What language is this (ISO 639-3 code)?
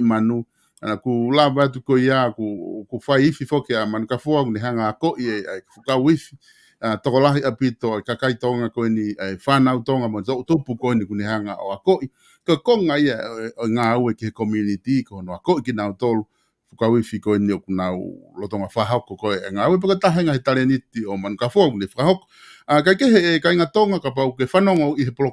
ton